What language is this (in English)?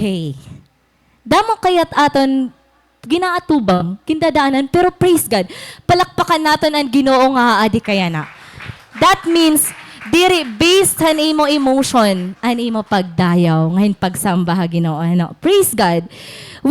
Waray